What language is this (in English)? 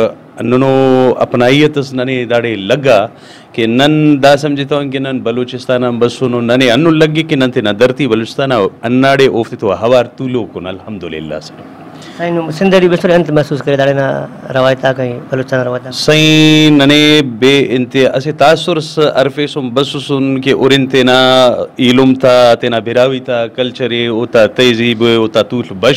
Brahui